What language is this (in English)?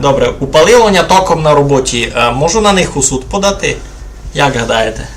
Rusyn